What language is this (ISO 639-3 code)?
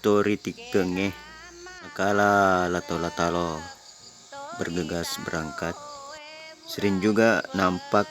bug